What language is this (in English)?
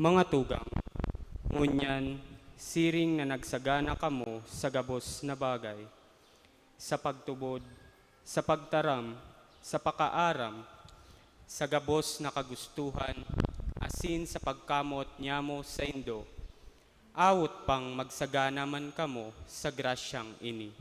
Bikol